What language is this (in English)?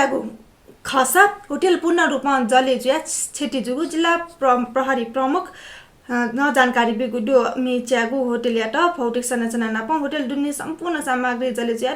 Newari